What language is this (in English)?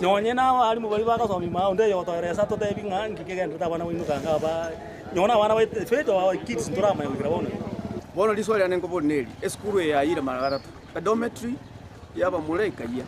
Gusii